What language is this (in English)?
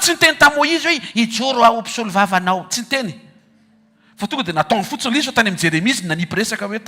Malagasy